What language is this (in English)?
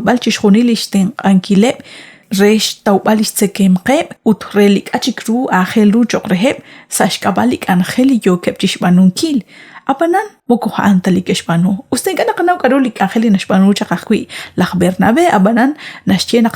Kekchí